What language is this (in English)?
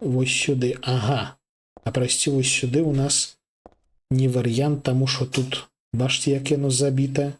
Belarusian